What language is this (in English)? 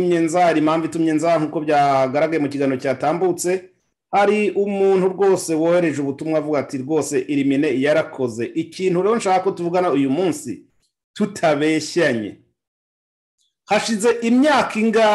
Kinyarwanda